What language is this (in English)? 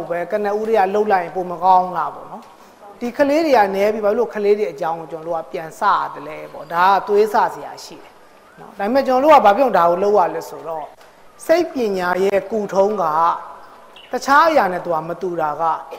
Burmese